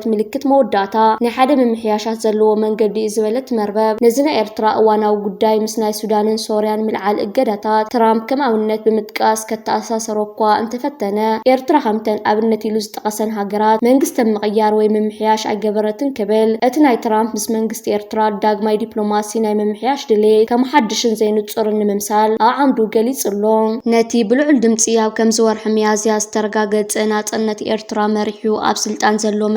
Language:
Tigrinya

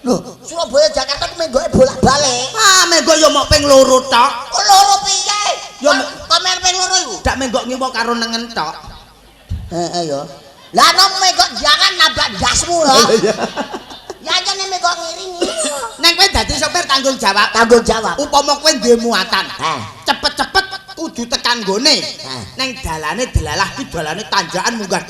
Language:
Javanese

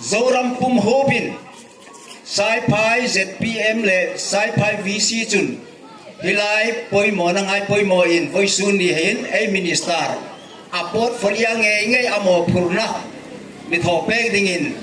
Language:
Hmar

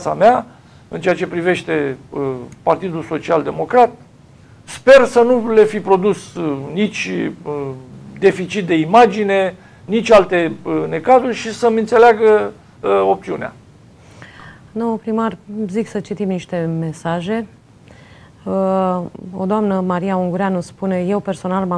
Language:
Romanian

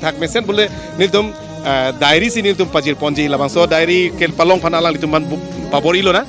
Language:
Karbi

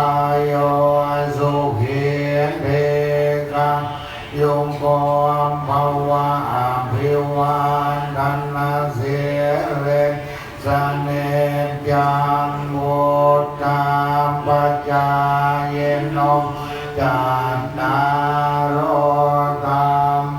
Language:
Pali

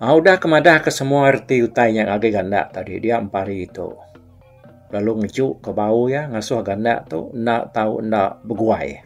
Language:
Iban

